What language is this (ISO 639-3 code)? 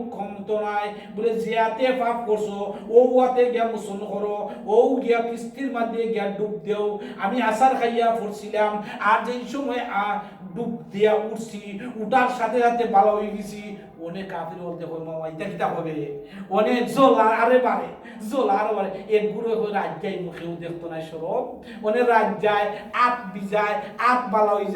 syl